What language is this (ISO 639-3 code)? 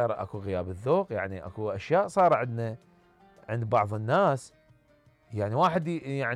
acm